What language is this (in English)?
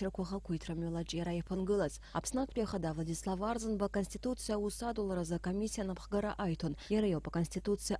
Abkhazian